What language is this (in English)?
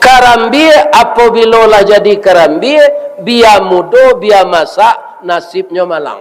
Minangkabau